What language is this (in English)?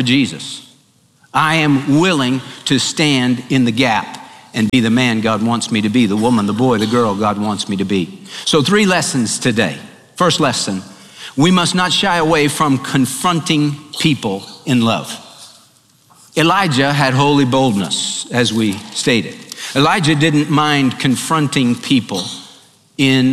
English